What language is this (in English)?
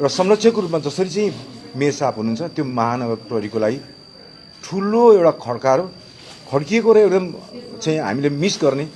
Nepali